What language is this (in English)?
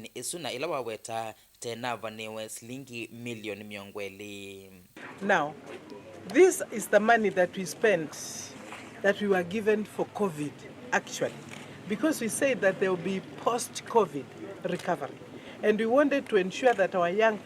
Kamba